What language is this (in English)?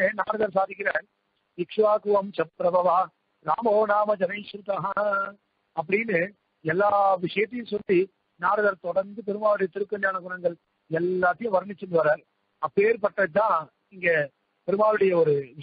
Tamil